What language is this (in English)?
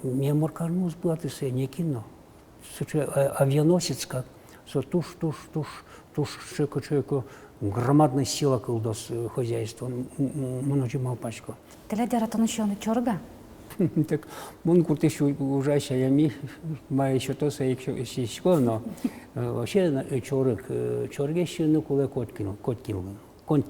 Udmurt